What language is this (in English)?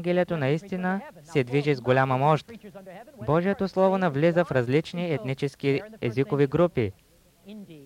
Bulgarian